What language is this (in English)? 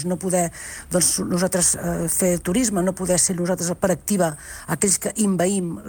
Catalan